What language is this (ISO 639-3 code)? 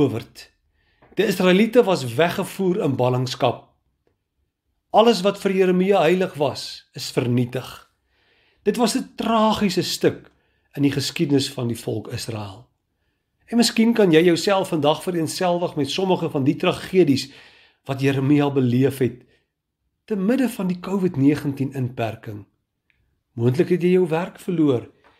afr